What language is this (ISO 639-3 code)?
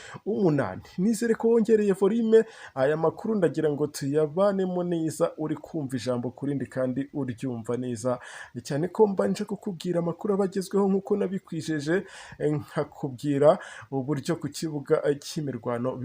kin